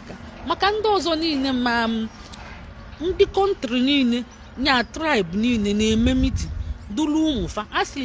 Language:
Igbo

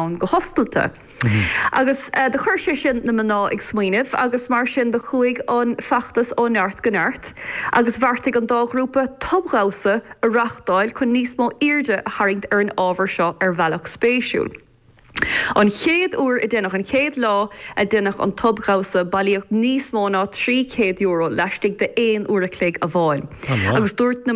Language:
Irish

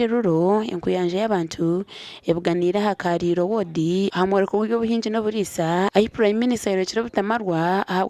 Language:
Nyankole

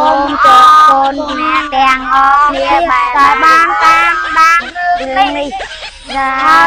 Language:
Khmer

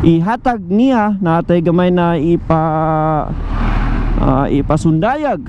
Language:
Cebuano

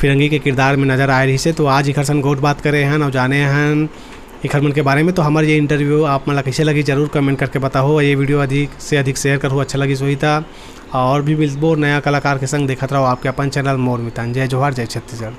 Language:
Chhattisgarhi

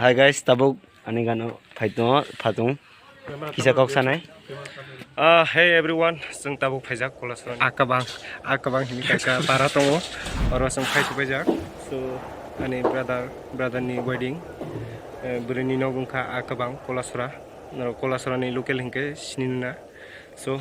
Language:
Kok Borok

